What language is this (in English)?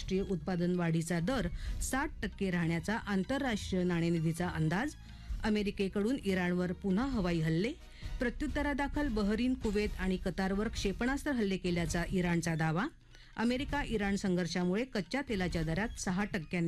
Marathi